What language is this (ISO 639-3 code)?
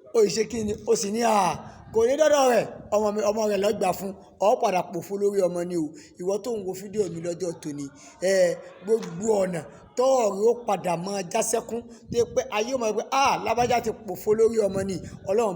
yor